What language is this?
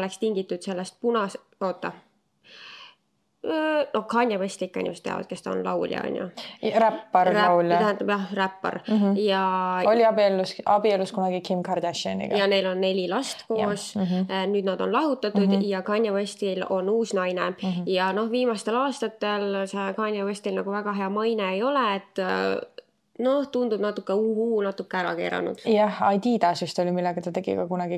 Estonian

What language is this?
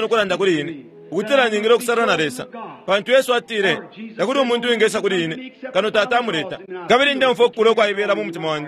Bemba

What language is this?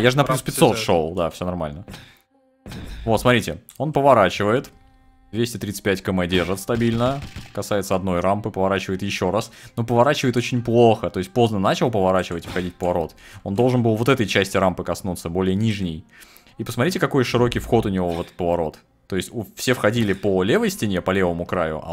Russian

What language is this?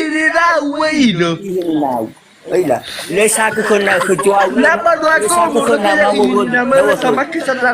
Nias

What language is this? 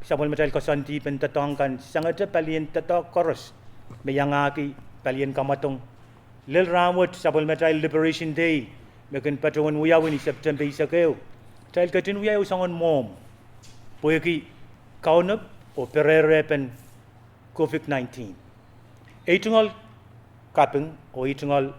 Pohnpeian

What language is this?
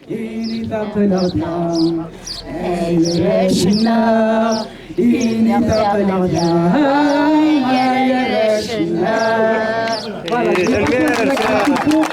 Kabyle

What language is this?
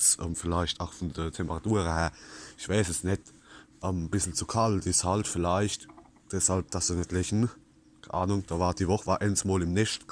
Palatine German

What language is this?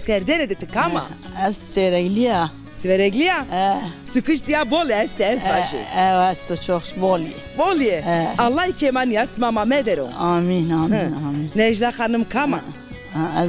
Zaza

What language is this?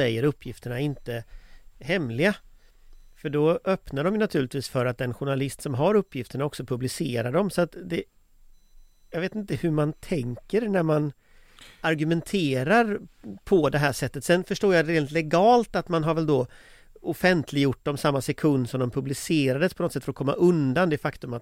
Swedish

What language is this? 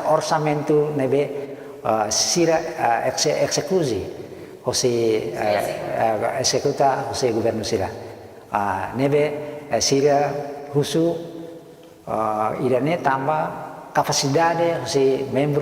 Tetum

